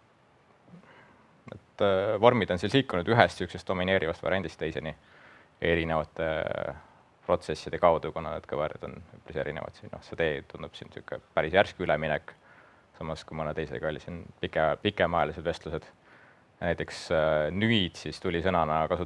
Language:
Estonian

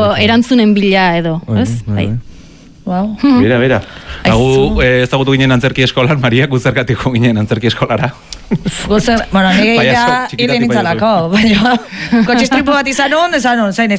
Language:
Basque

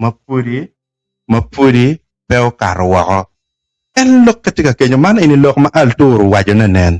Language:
Acoli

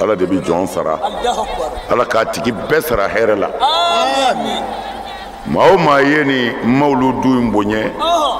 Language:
Bambara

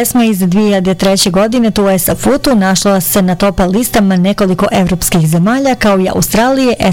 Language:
Bosnian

